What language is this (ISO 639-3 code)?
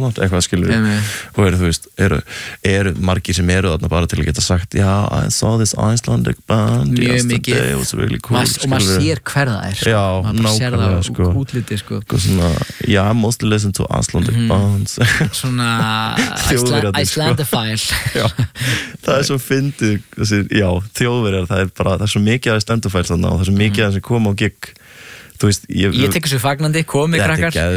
isl